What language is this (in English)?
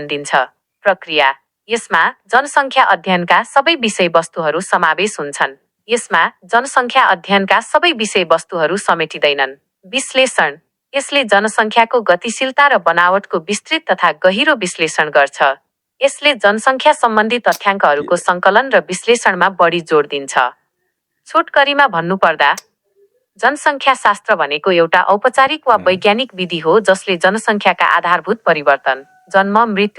Nepali